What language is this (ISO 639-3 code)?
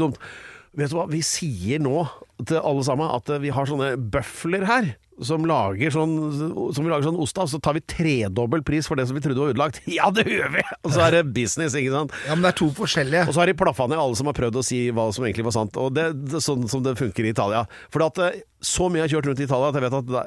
nor